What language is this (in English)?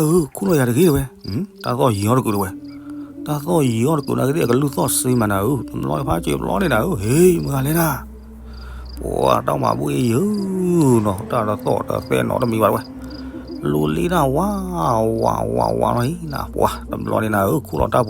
S'gaw Karen